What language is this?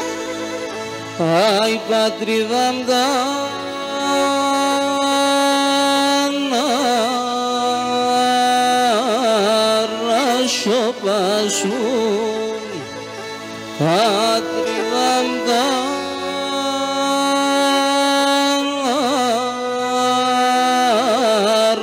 Greek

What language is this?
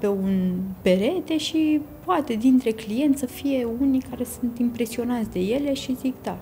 Romanian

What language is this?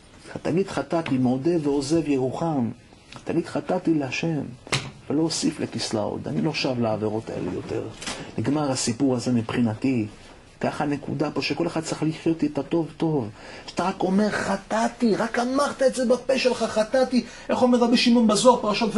Hebrew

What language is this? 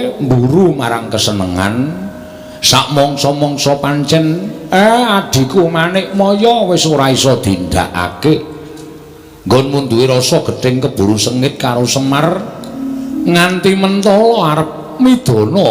Javanese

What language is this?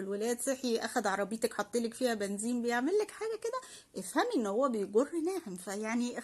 Egyptian Arabic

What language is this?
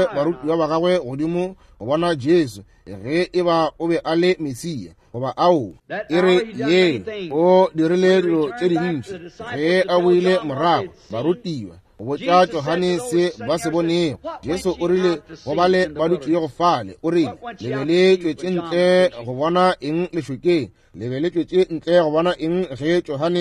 Northern Sotho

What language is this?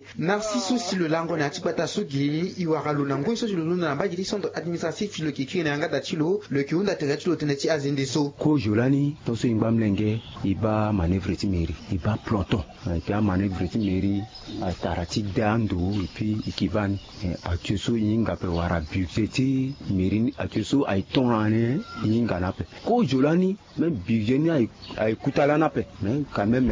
Sango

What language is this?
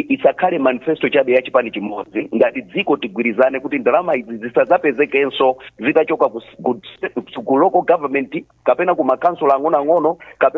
Nyanja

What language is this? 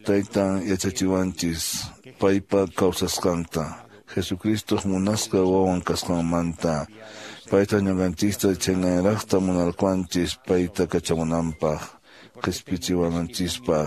Quechua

